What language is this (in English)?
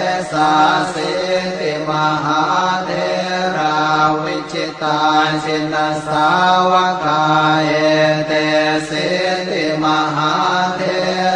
Pali